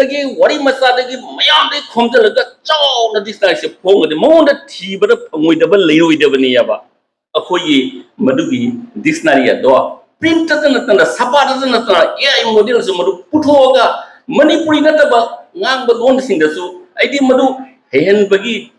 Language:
Manipuri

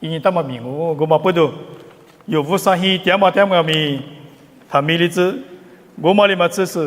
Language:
Lisu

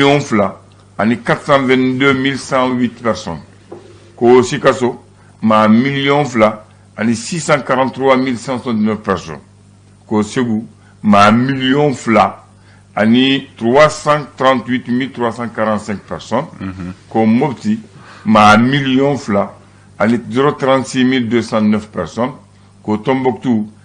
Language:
Bambara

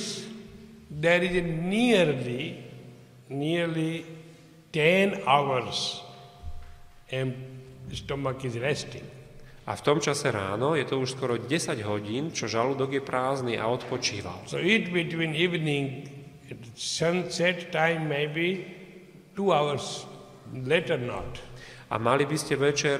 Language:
Slovak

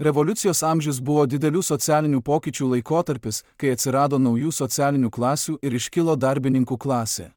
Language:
Lithuanian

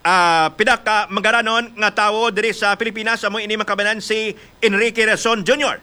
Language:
Hiligaynon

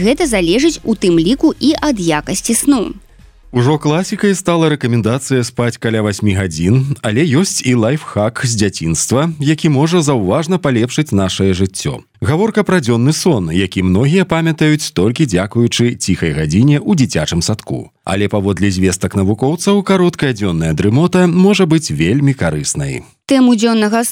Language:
Belarusian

